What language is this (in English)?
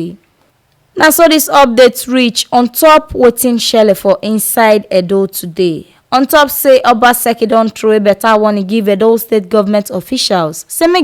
Nigerian Pidgin